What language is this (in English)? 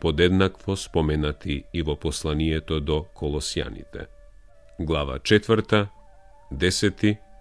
Macedonian